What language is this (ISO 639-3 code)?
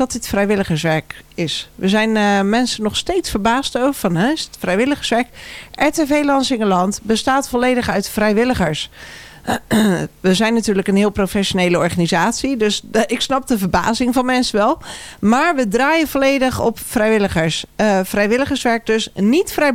nld